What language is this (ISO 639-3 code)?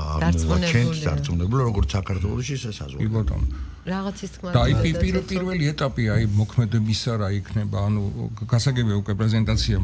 kat